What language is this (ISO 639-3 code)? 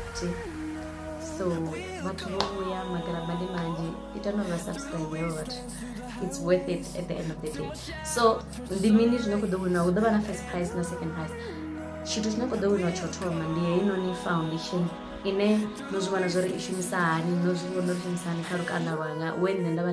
ven